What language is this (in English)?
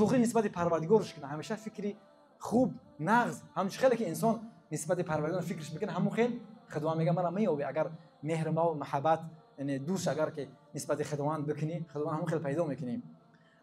Tajik